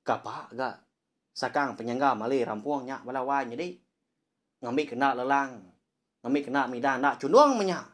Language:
Iban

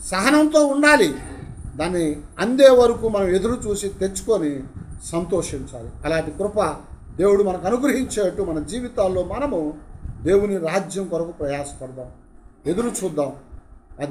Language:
Telugu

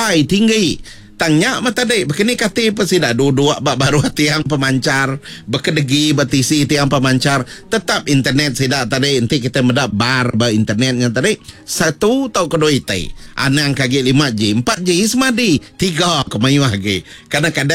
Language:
Iban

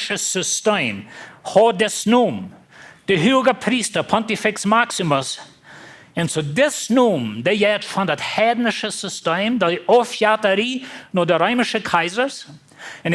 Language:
Plautdietsch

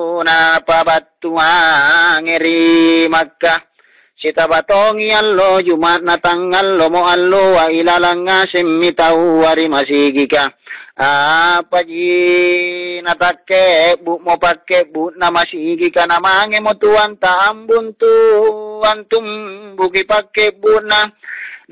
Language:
Makasar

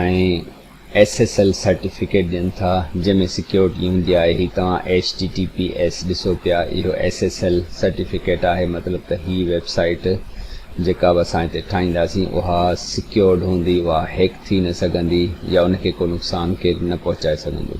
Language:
Sindhi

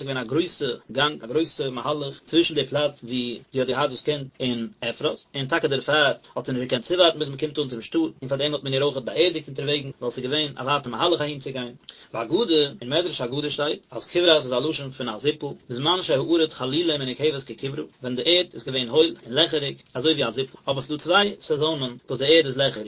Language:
Yiddish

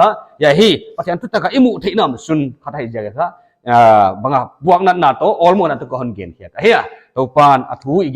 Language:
Paite Chin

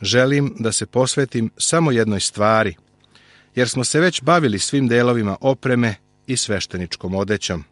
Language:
Serbian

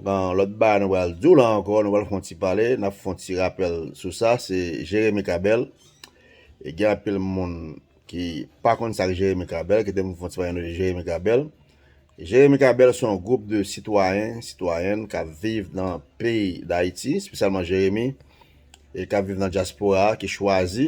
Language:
Haitian Creole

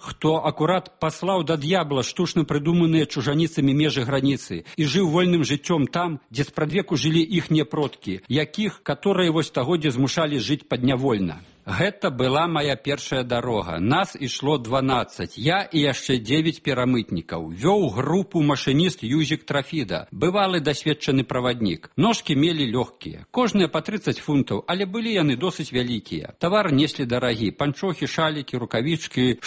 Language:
Belarusian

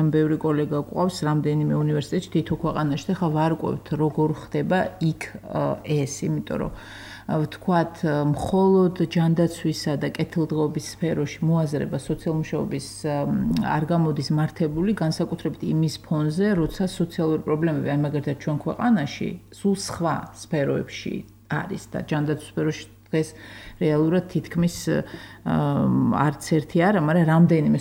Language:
Georgian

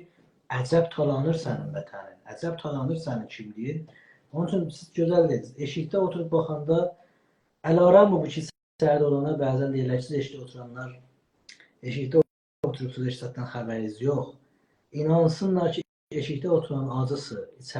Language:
South Azerbaijani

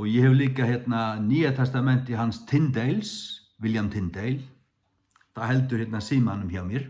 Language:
Faroese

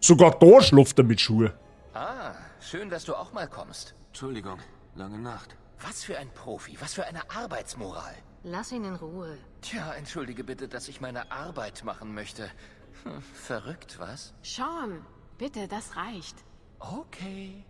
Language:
Bavarian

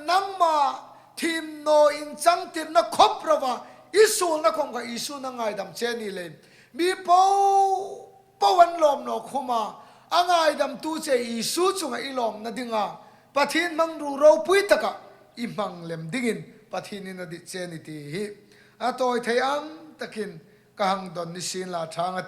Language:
Hmar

